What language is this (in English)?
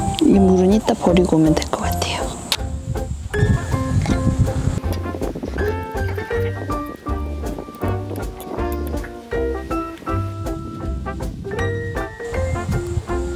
Korean